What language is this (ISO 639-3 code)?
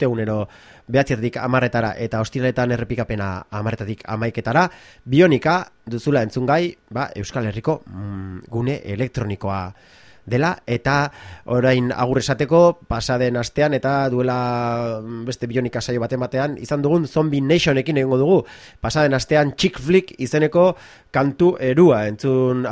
eus